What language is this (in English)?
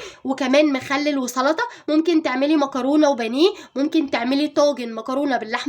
Egyptian Arabic